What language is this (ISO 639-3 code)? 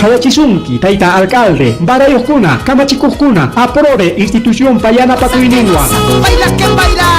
quy